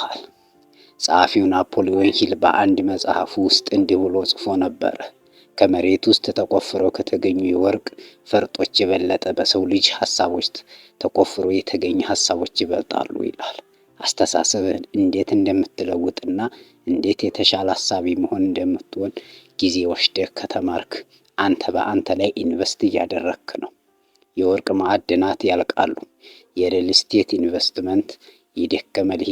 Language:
Amharic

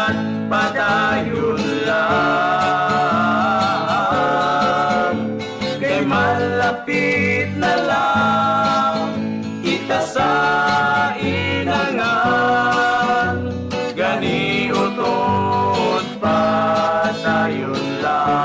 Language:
Hiligaynon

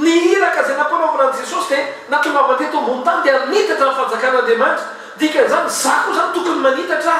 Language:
Malagasy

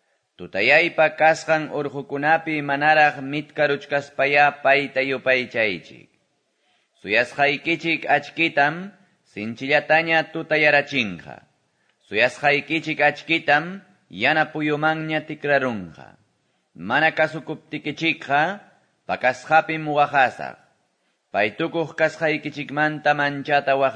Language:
Quechua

